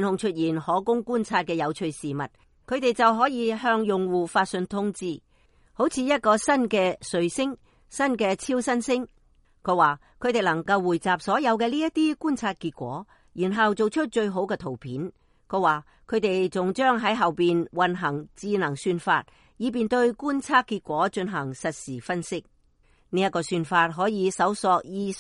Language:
Cantonese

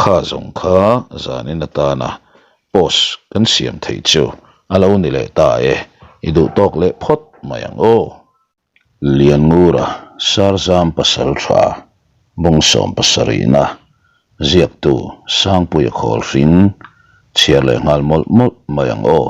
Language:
Mizo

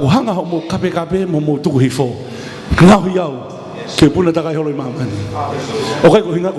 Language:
Tongan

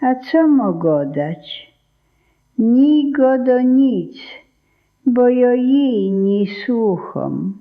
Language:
Silesian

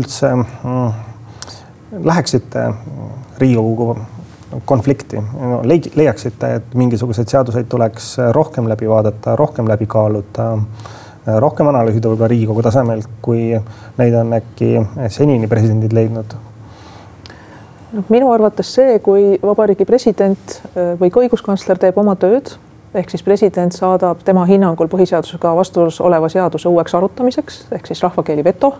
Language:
Estonian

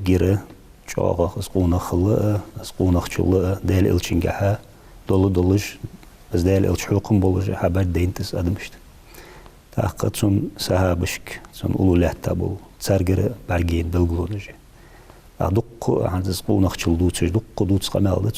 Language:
Ingush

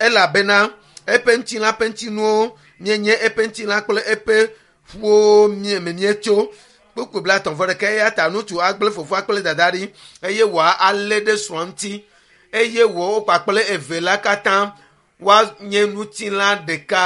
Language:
Ewe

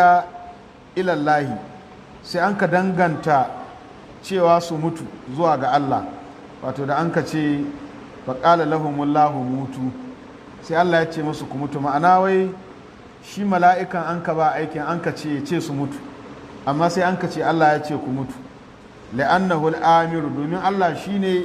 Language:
Hausa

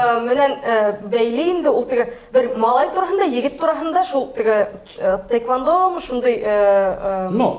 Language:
Bashkir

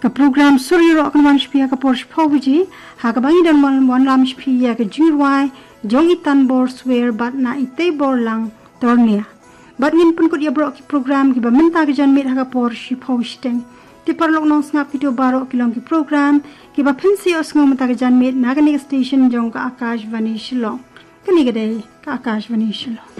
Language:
Khasi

